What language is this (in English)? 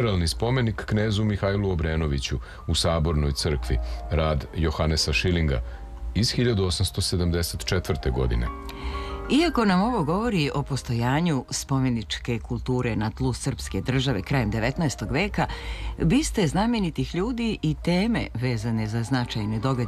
Serbian